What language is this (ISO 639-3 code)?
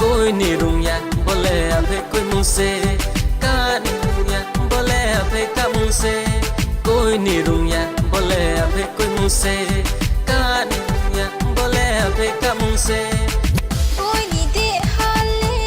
ria